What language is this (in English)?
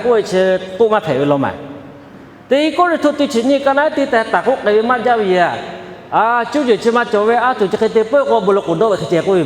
Lahu